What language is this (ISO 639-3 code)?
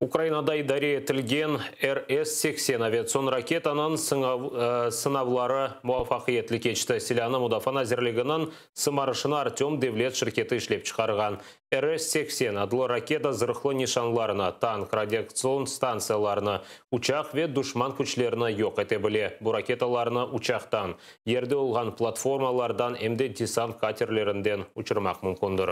crh